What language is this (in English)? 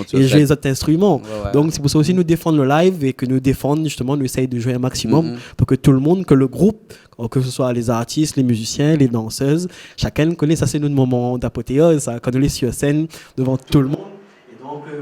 Réunion Creole French